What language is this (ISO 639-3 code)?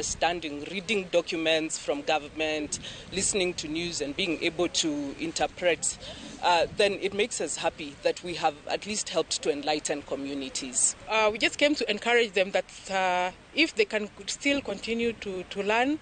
kik